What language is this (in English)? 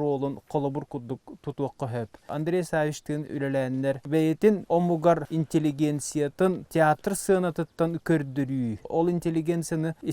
Yakut